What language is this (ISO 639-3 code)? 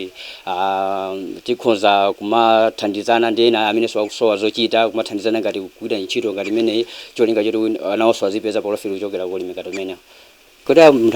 nya